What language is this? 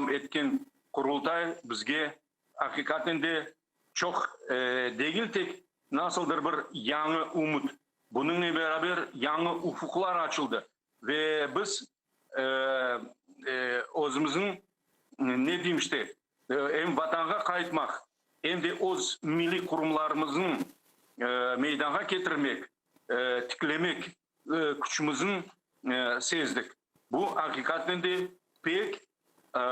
Crimean Tatar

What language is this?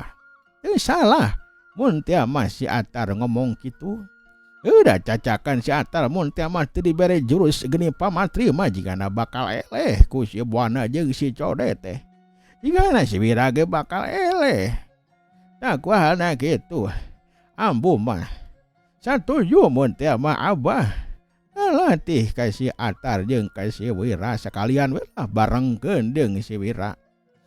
Sundanese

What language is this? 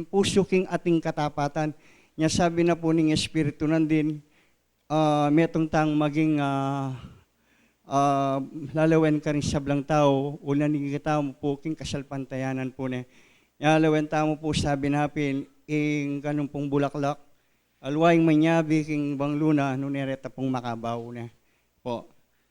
Pampanga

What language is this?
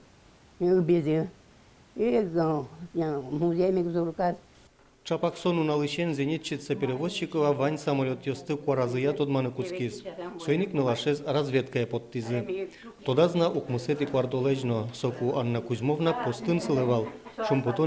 Udmurt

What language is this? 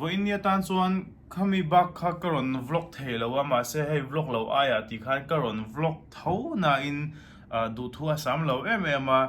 Mizo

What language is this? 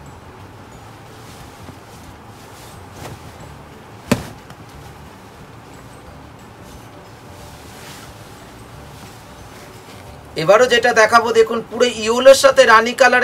Bangla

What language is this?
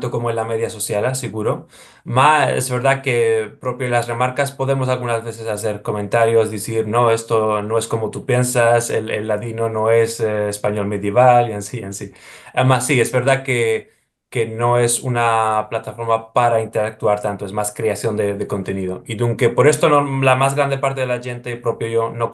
Ladino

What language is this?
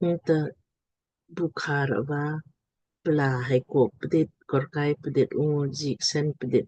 Lamkang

